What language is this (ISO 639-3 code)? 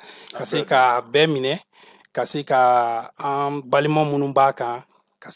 bam